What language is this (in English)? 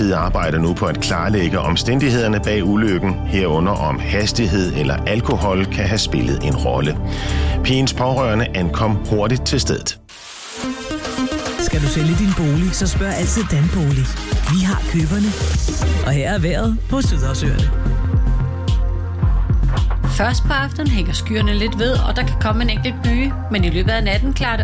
Danish